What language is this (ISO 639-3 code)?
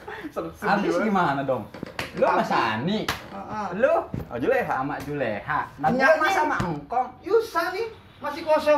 bew